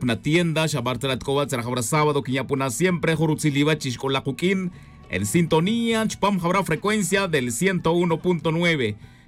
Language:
Tz'utujil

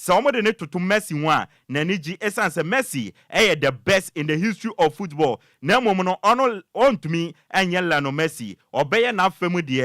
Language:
Akan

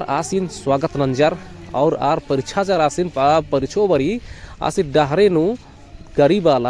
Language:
Kurukh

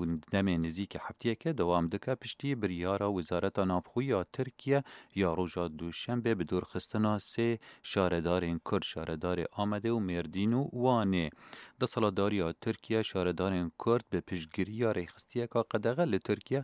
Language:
Kurdish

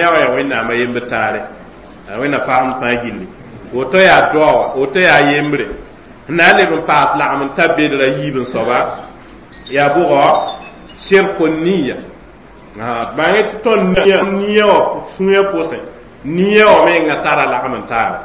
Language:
Mossi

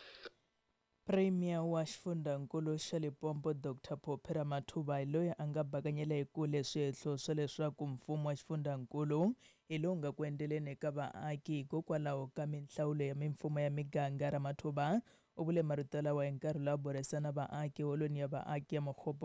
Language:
Tsonga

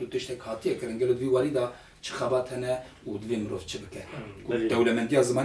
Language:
Kurdish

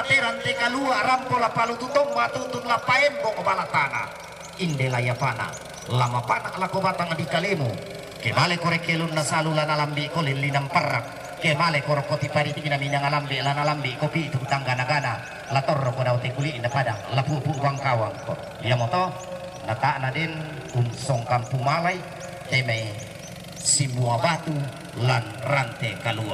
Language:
Toraja-Sa'dan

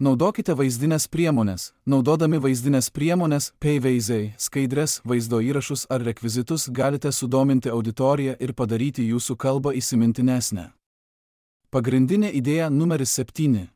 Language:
Lithuanian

